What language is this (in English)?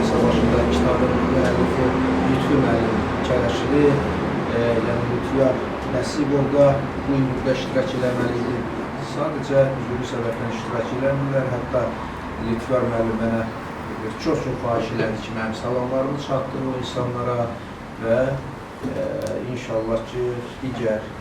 Azerbaijani